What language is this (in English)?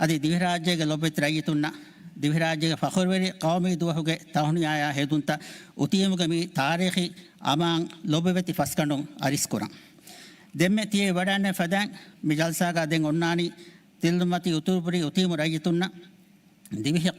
Divehi